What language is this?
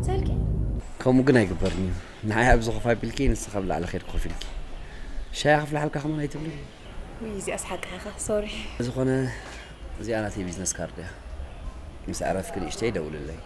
Tigrinya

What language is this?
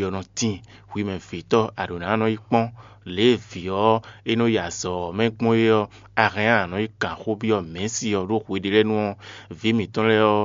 Fon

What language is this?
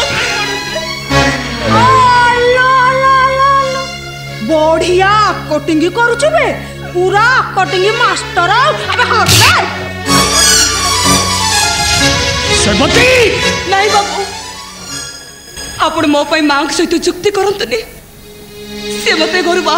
Odia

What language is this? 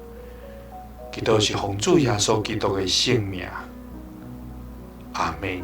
Min Nan Chinese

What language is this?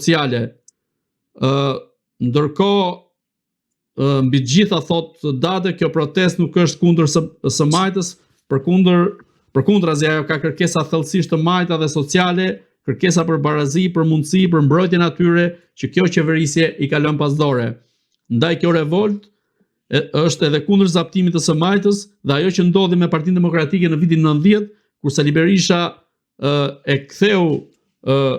Albanian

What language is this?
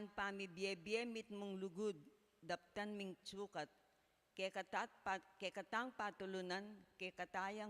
Pampanga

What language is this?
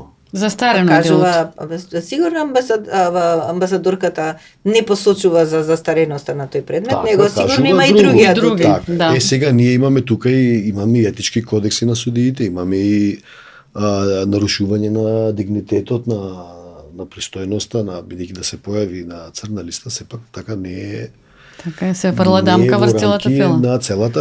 Macedonian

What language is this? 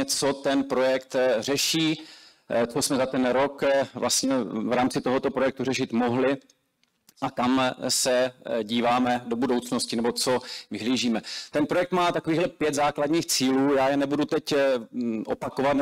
Czech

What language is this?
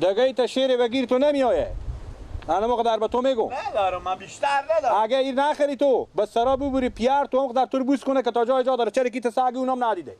Persian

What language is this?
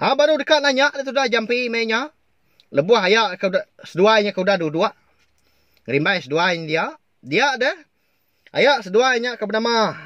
Iban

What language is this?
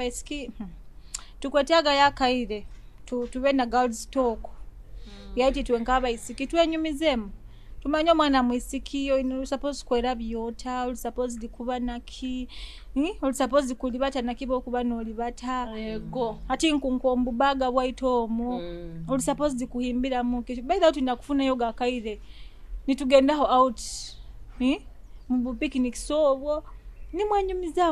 Nyoro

